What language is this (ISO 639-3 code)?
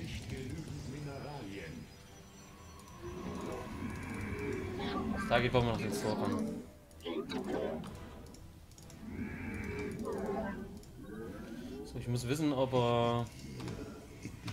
deu